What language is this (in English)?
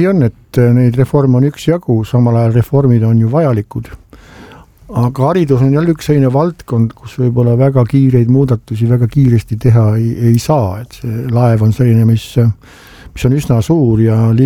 Estonian